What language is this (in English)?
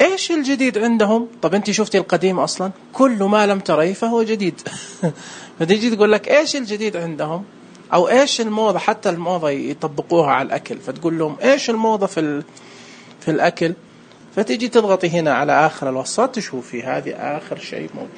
Najdi Arabic